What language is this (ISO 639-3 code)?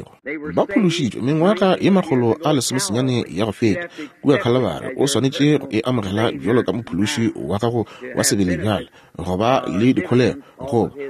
nso